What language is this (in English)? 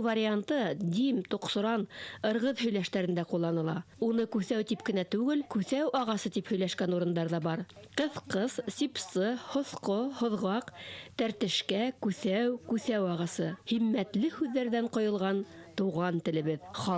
Bashkir